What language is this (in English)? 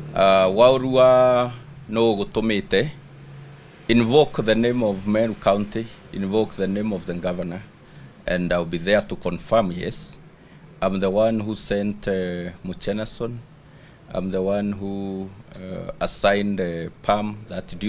Meru